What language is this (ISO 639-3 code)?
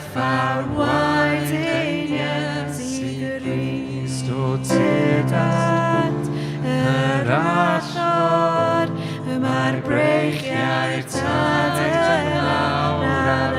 cym